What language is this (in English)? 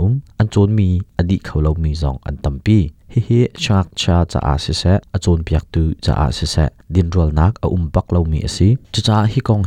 Hakha Chin